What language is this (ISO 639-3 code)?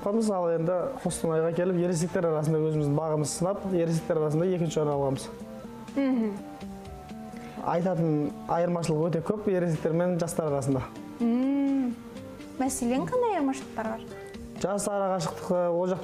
kaz